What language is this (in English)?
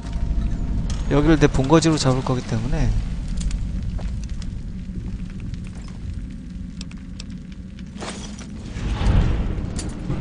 Korean